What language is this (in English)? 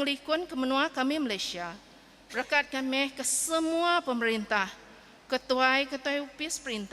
Iban